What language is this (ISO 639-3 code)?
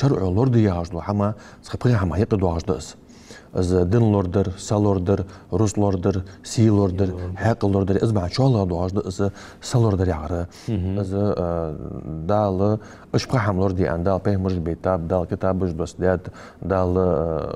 inh